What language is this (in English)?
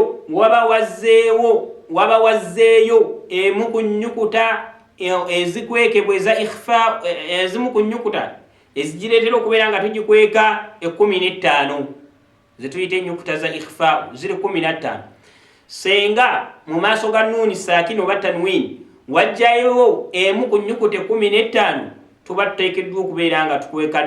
Ganda